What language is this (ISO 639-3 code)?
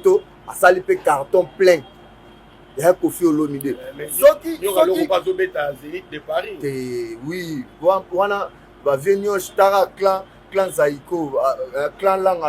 lin